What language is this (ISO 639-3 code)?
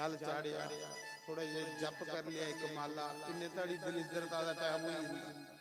doi